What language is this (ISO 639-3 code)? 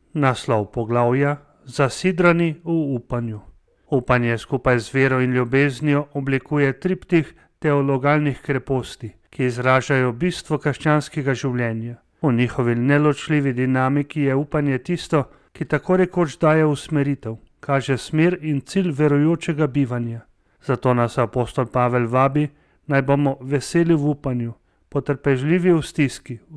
slv